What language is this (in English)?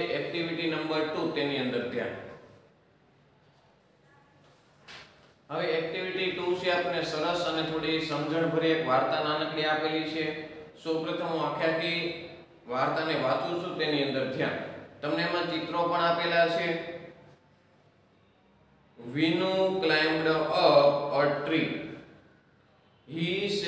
Gujarati